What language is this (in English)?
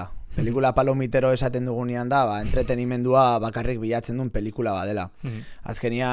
Basque